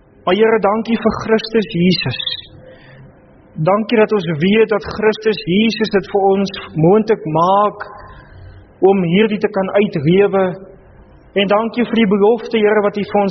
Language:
Afrikaans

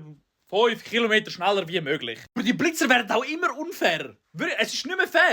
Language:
Swiss German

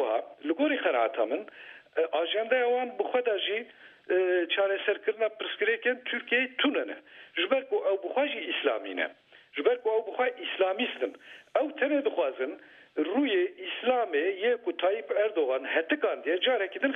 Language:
Kurdish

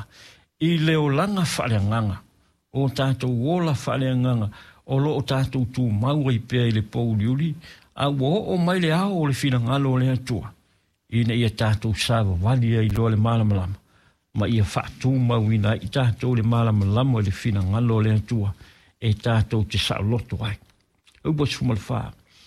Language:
Samoan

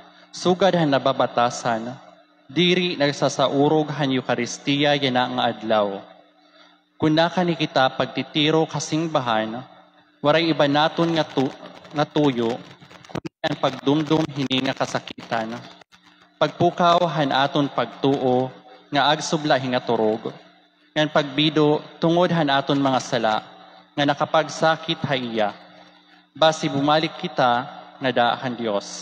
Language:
Waray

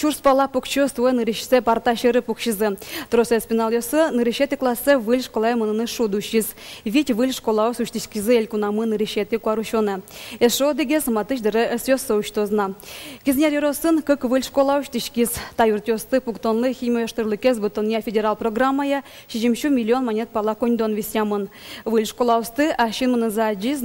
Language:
Udmurt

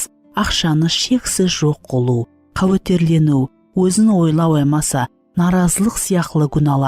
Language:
Kara-Kalpak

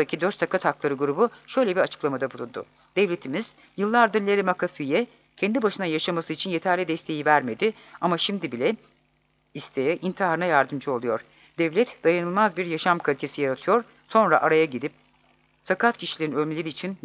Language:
Turkish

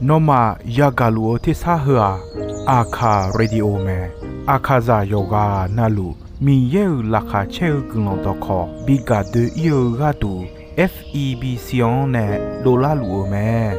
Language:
Akha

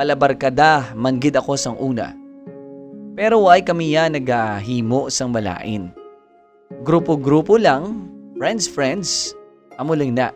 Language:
Hiligaynon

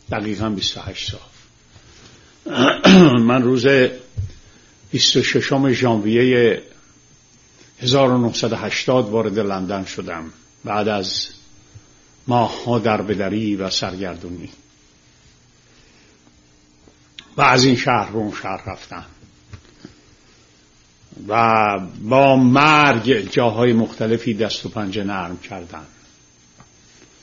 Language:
Persian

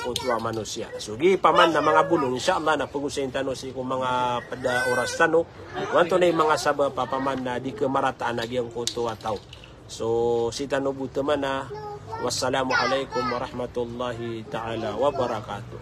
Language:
Maranao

